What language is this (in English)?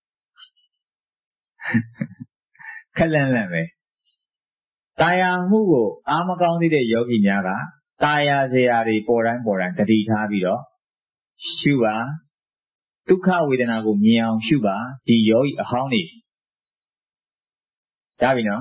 Burmese